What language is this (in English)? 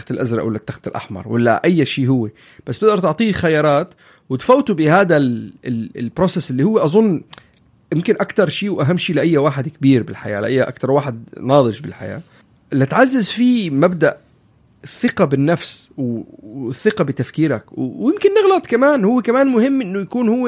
North Levantine Arabic